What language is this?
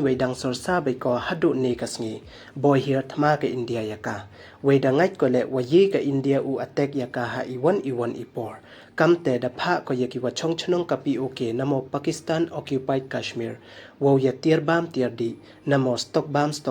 Pnar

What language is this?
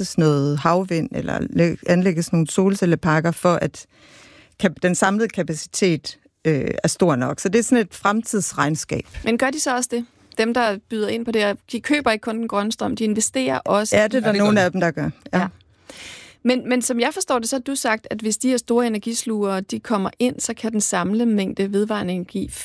Danish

